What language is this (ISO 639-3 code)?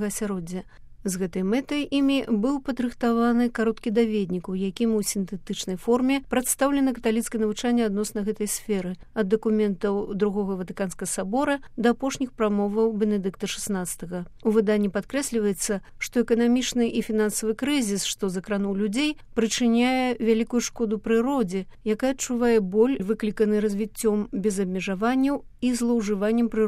bel